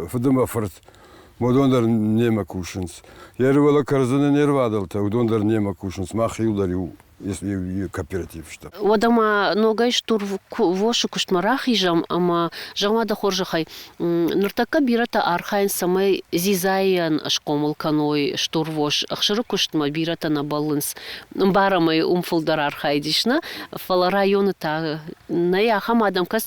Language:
Ossetic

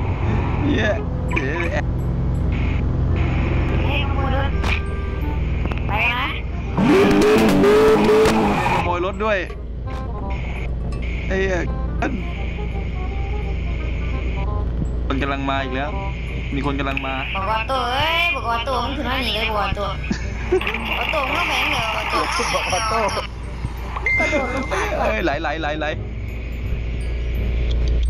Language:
Thai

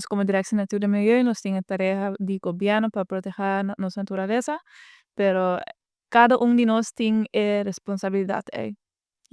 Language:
Papiamento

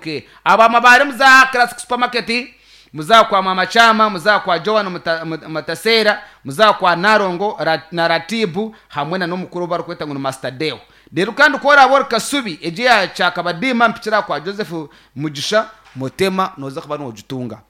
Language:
Nyankole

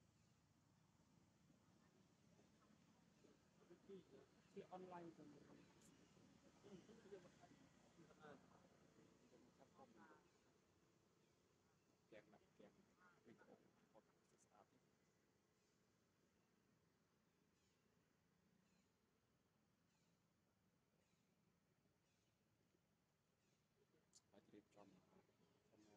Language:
Vietnamese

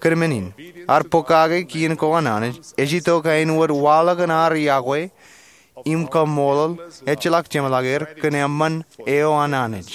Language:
Marshallese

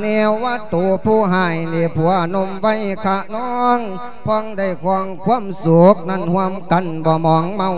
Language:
Lao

